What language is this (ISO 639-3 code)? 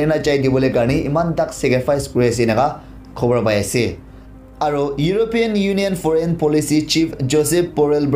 nag